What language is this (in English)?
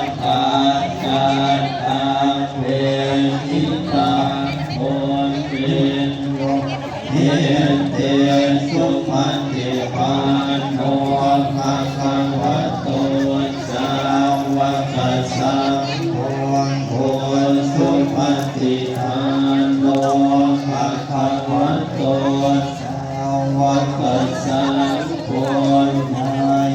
Pali